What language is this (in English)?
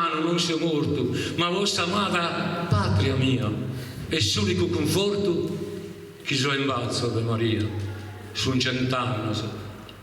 Sardinian